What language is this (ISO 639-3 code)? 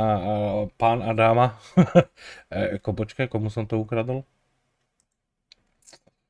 slk